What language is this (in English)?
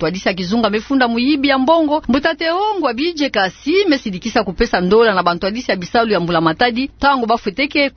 Kituba (Democratic Republic of Congo)